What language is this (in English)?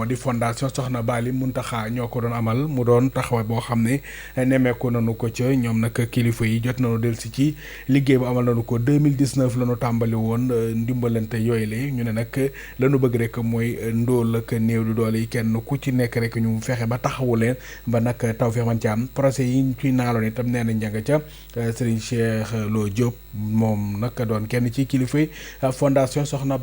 Wolof